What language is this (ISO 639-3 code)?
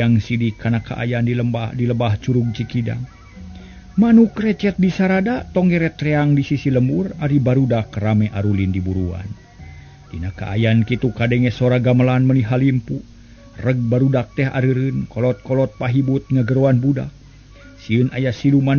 sun